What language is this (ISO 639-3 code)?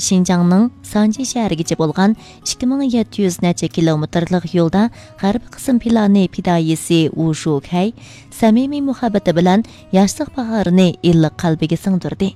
uig